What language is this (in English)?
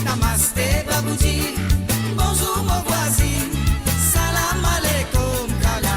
Morisyen